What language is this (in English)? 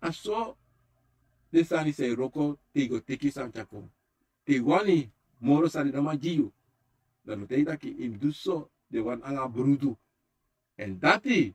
Sranan Tongo